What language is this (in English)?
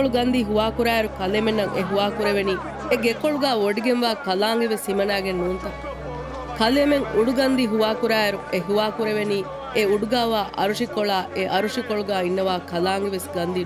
Divehi